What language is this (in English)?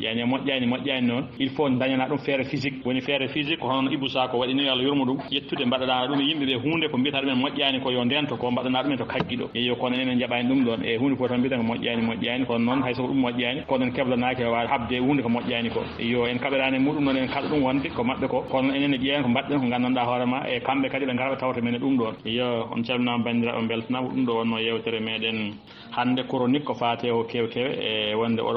Fula